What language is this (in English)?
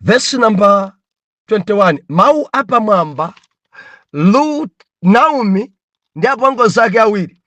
Nyanja